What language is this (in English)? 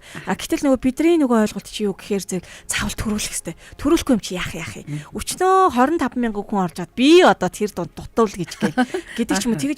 Mongolian